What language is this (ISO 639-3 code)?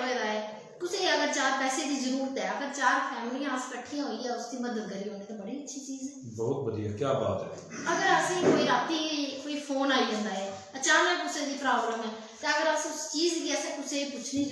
doi